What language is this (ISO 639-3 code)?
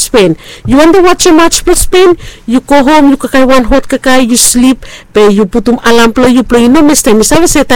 bis